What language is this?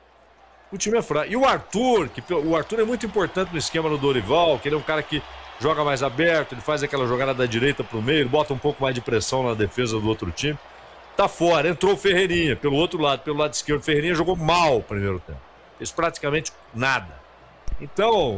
Portuguese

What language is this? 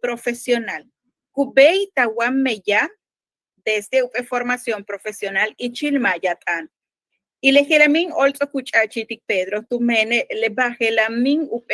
Yucateco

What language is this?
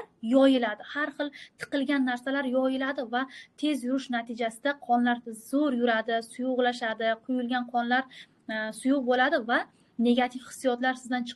Uzbek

